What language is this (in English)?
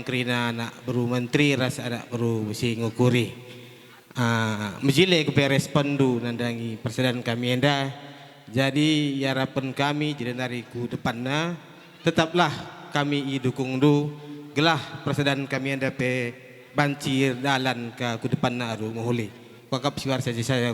Batak Karo